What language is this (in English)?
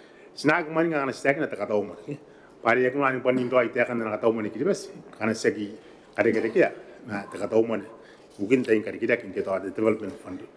Gilbertese